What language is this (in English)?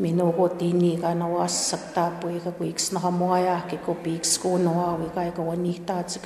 Plains Cree